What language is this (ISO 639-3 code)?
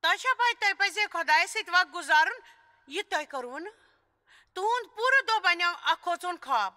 kas